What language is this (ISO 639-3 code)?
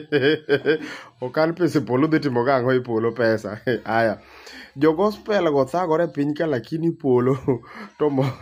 luo